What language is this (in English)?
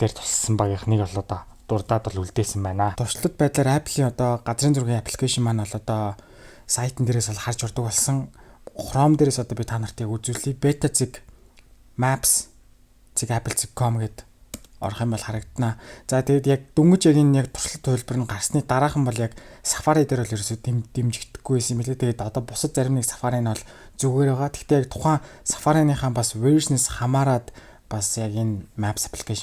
Mongolian